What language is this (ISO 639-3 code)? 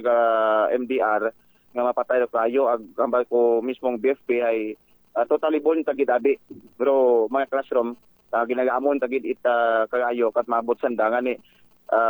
akl